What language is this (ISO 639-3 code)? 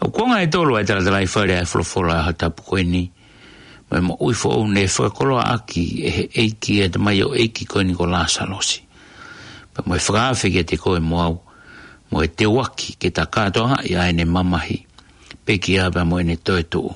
ton